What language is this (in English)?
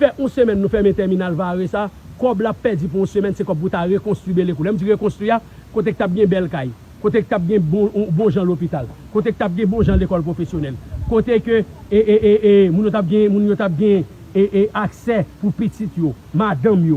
Haitian Creole